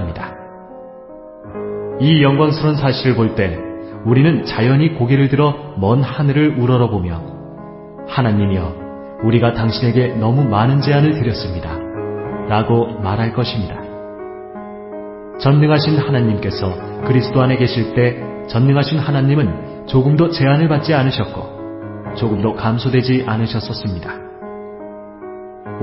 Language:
Korean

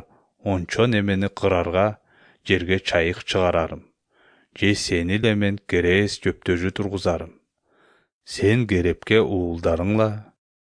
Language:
Kyrgyz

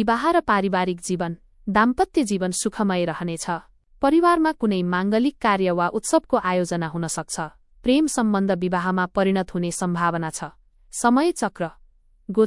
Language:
Nepali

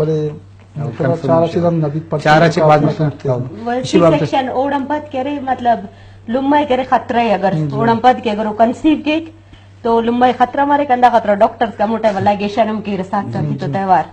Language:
Brahui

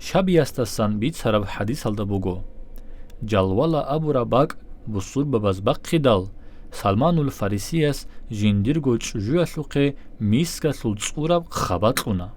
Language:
Avaric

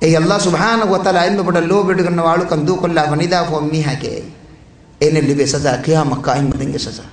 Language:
Divehi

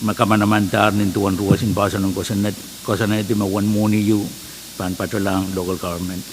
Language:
Pohnpeian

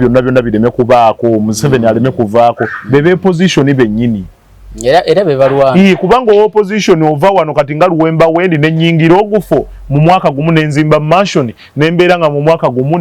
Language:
Ganda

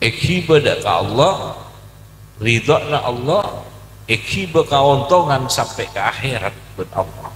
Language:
Madurese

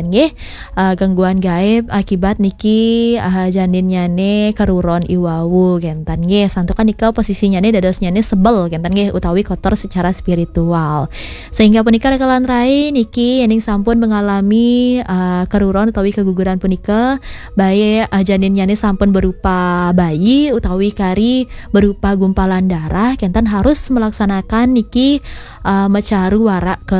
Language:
Balinese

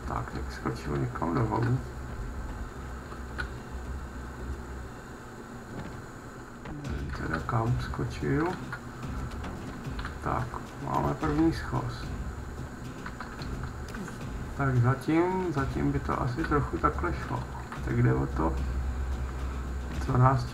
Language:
Czech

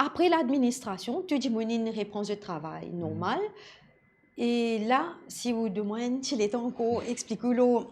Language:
Morisyen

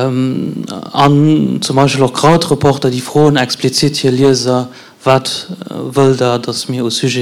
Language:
Luxembourgish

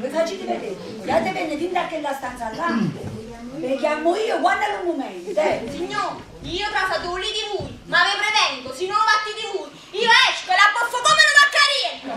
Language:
Neapolitan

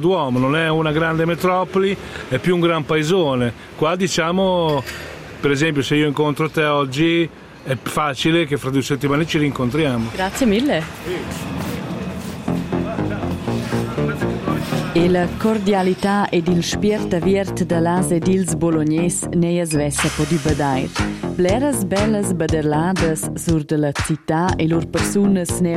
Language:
Italian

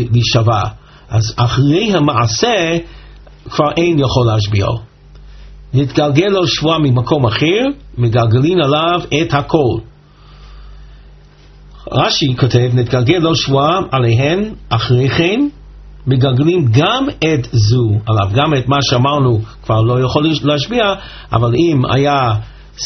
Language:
Hebrew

